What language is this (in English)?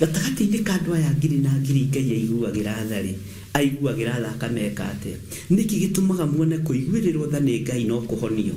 Kikuyu